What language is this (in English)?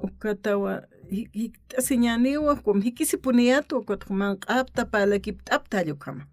Aymara